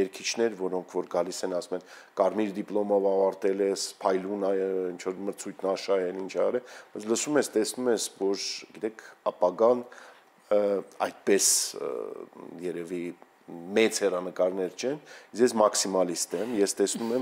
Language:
Armenian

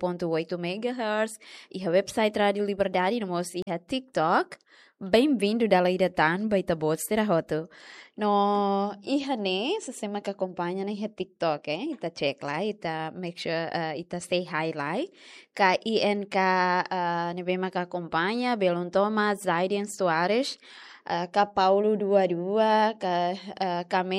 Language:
Tetum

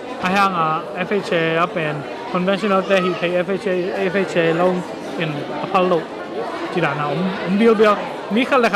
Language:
Tedim Chin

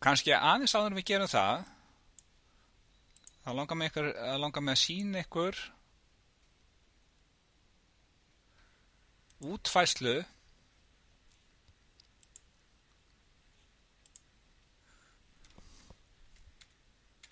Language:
Icelandic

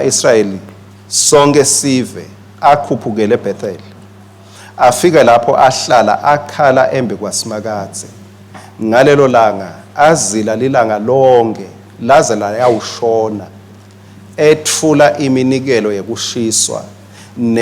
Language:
Swati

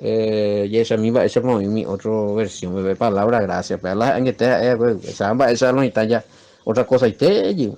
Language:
Guarani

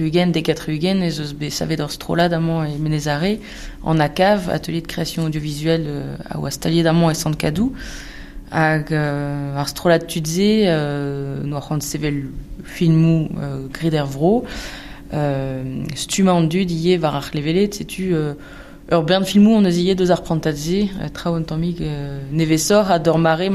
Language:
Breton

